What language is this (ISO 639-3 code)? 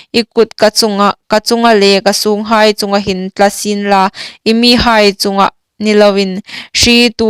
hmr